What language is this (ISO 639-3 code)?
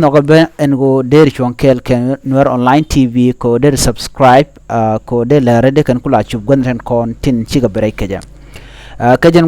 nus